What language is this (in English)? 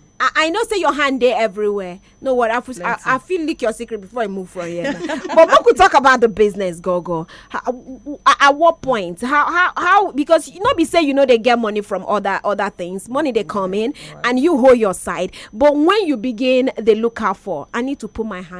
Nigerian Pidgin